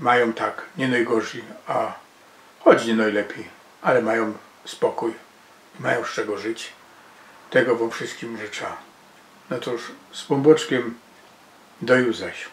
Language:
Silesian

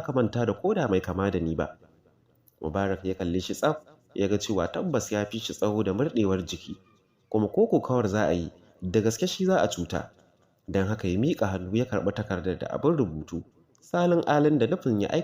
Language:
Hausa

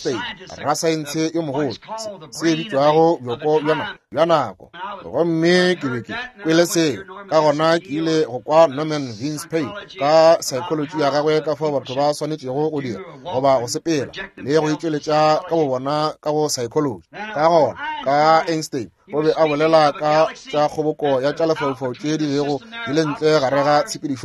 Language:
Northern Sotho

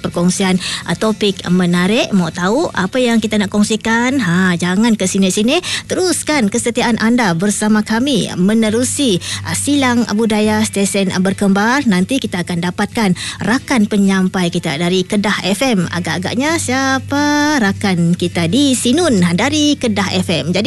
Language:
Malay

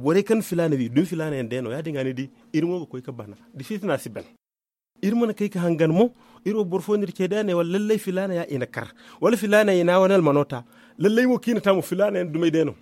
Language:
Zarma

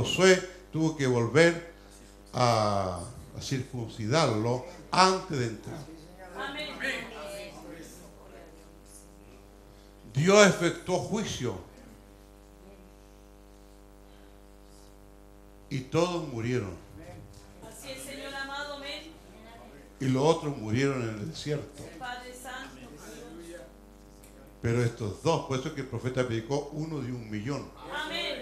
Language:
Spanish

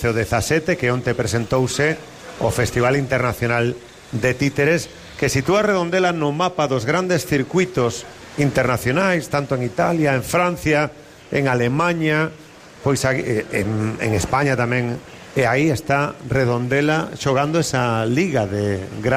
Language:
Galician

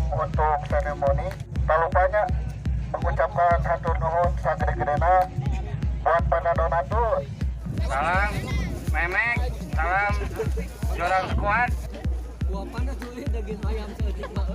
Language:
Sundanese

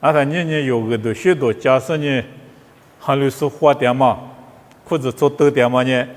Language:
Lisu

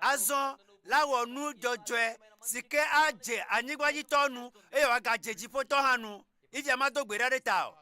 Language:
Ewe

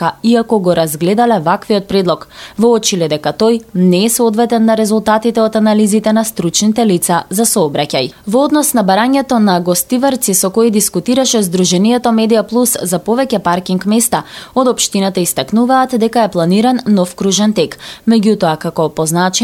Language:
Macedonian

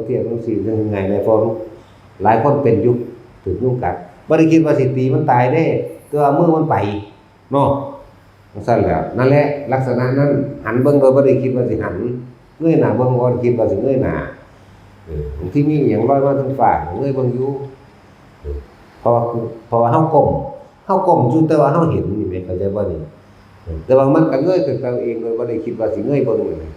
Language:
Northeastern Thai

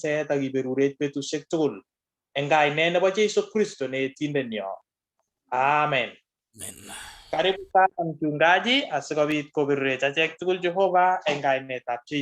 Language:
Kalenjin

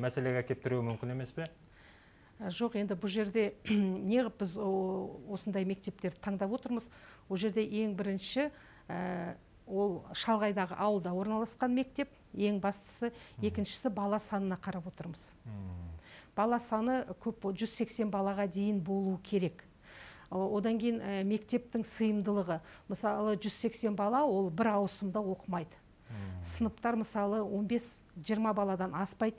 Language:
Kazakh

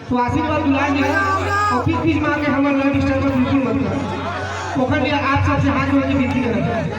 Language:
Chhattisgarhi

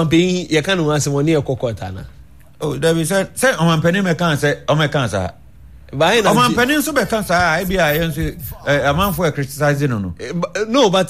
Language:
Akan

